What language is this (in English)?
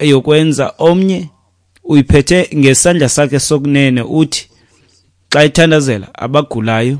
Xhosa